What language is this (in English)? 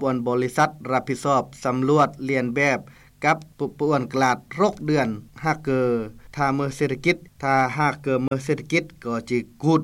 Lao